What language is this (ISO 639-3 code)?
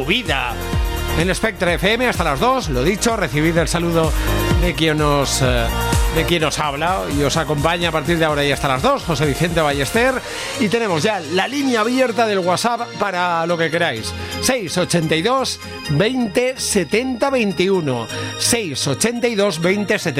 spa